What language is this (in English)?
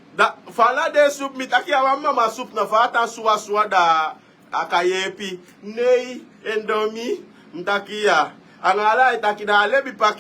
Sranan Tongo